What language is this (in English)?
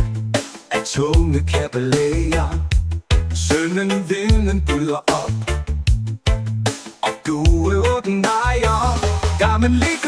Danish